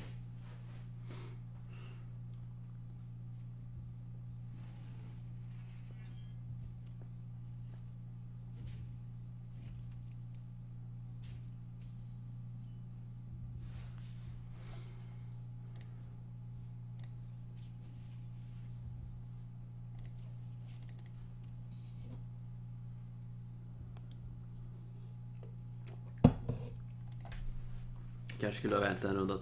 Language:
Swedish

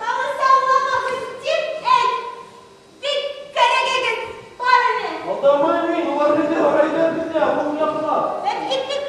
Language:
Bashkir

